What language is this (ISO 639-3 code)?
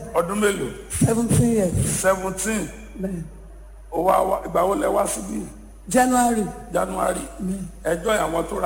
yor